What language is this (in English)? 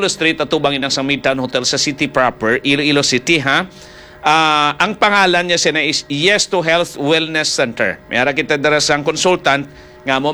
Hiligaynon